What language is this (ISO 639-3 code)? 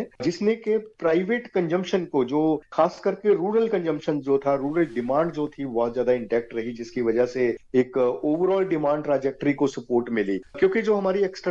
hin